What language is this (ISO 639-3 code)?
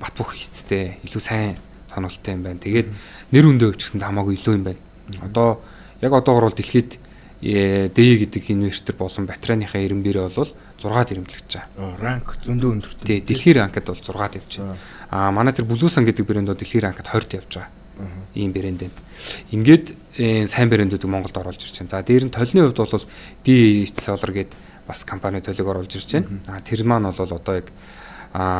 mon